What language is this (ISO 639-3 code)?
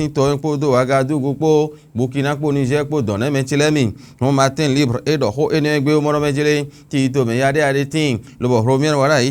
fon